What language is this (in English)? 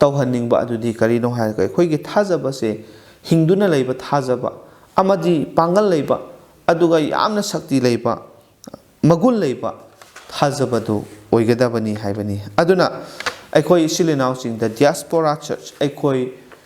Manipuri